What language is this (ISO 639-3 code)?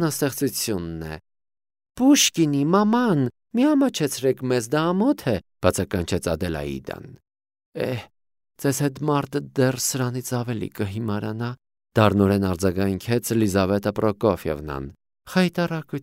hye